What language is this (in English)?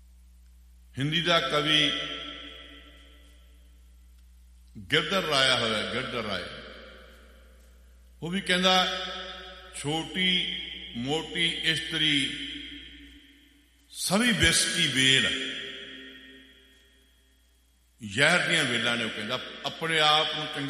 Punjabi